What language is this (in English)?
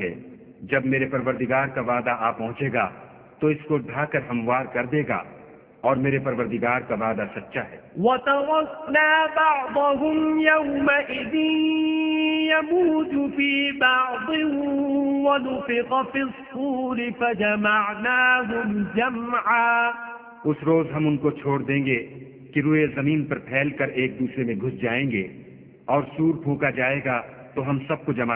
Urdu